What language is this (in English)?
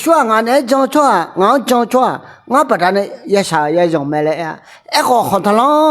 Akha